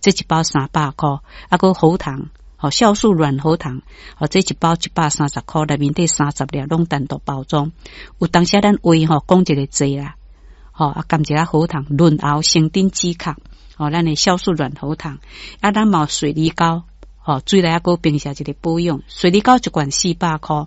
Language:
Min Nan Chinese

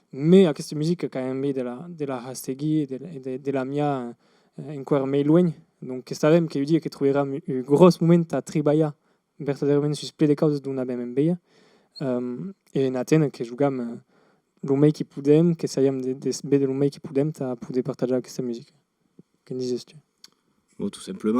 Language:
Occitan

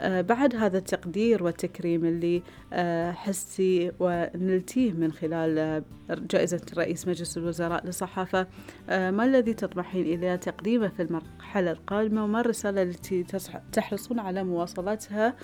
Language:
Gulf Arabic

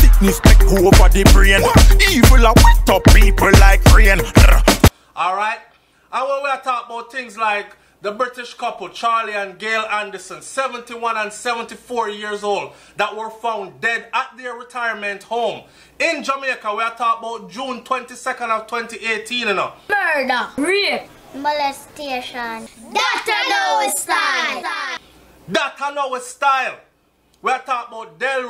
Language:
Jamaican Creole English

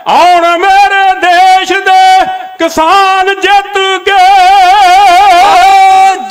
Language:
Punjabi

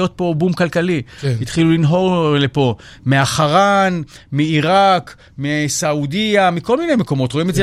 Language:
Hebrew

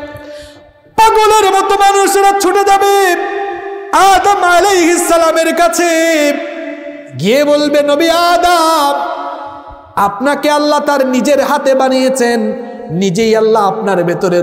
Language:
Bangla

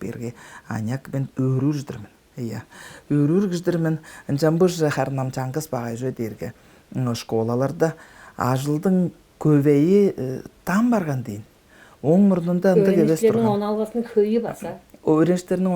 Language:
Tuvinian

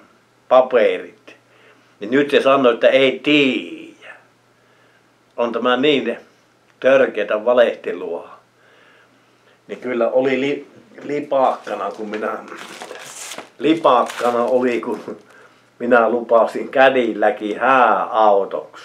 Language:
Finnish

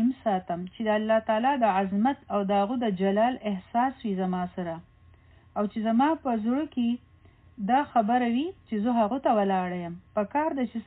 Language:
Pashto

